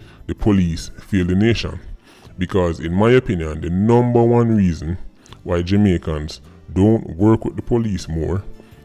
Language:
Jamaican Creole English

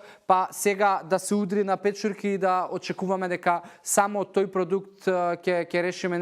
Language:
Macedonian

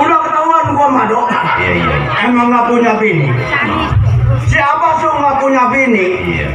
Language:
Betawi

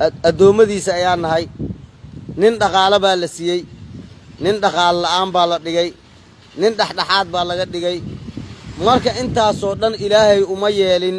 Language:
Somali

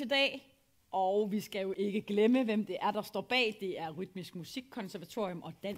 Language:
Danish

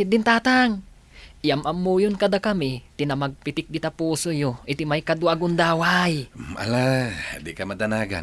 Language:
Iloko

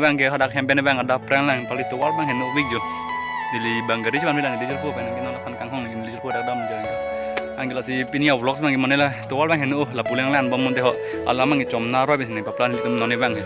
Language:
Karbi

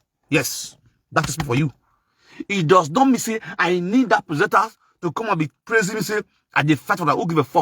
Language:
Nigerian Pidgin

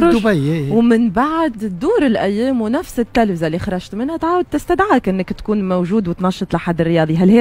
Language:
Tunisian Arabic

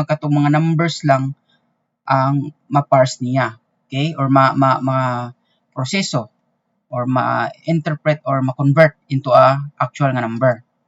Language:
Cebuano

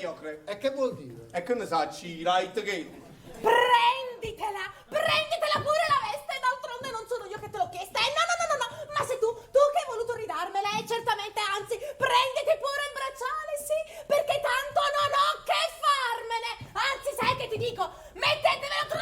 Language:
Neapolitan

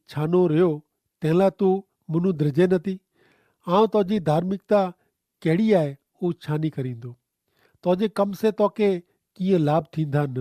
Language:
Kachhi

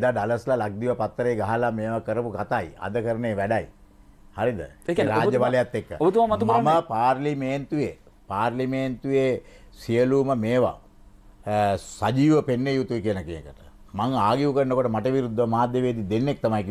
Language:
Sinhala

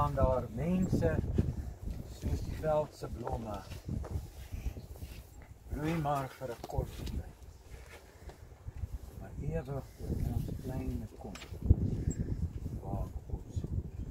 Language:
Afrikaans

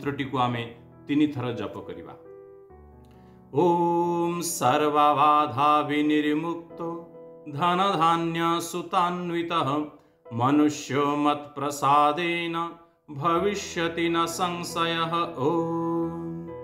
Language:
Odia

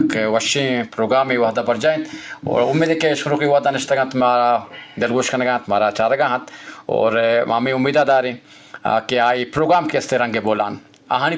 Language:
Eastern Balochi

